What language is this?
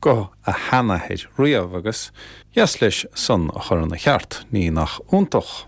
Irish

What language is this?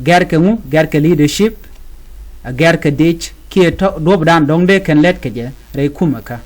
Nuer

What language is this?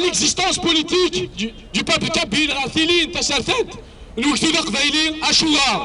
Kabyle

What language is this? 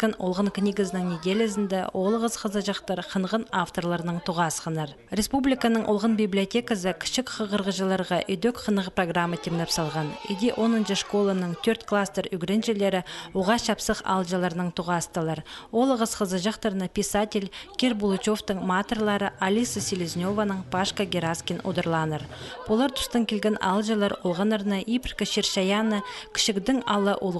Khakas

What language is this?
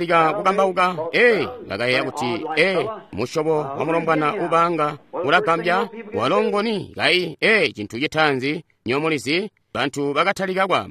Tonga (Zambia)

